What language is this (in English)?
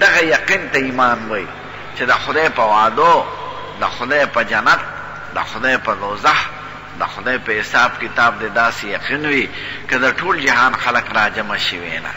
Pashto